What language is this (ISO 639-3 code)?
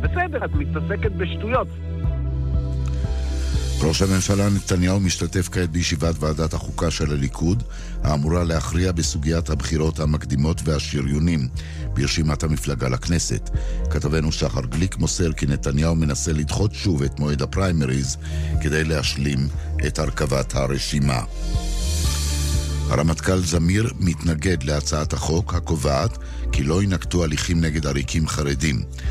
heb